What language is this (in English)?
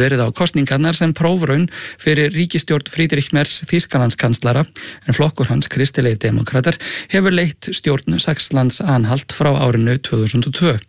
Icelandic